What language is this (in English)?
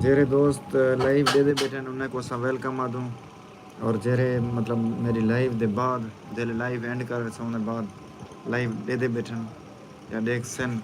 Saraiki